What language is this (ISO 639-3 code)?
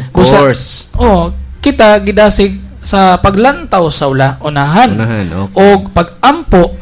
ceb